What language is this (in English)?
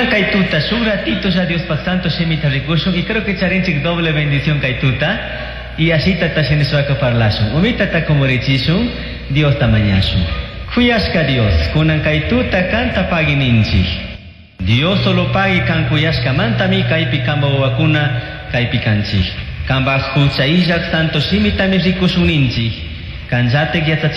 Chimborazo Highland Quichua